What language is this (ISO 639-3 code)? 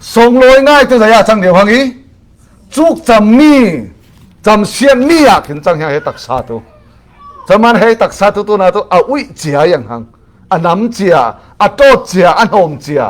cfm